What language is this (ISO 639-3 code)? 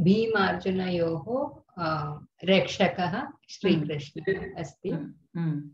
san